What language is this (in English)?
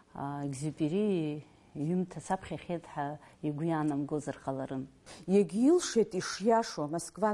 Abkhazian